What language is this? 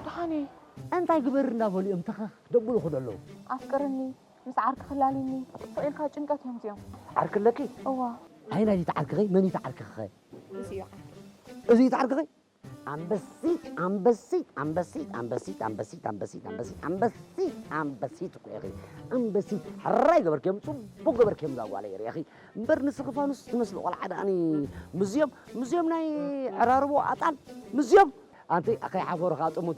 Tigrinya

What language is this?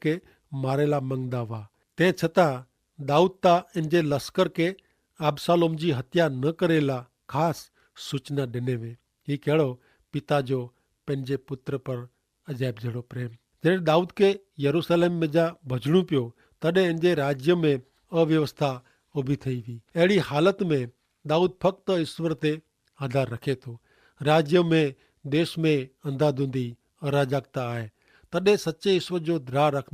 Kachhi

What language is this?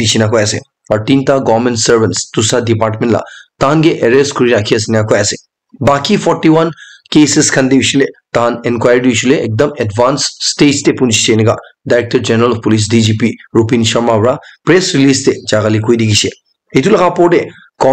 Naga Pidgin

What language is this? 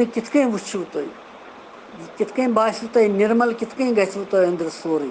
Kashmiri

